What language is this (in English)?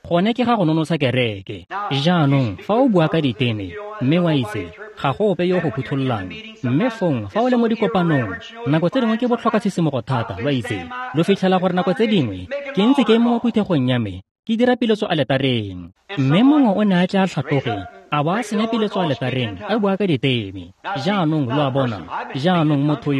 Tswana